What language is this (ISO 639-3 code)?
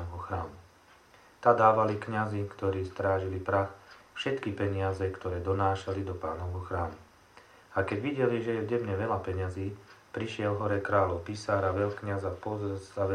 slk